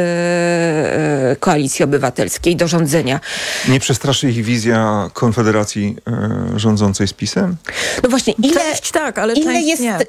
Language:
Polish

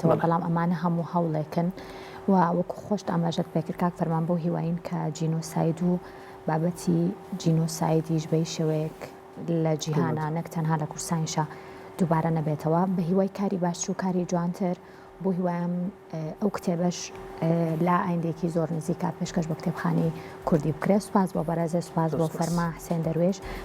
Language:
Central Kurdish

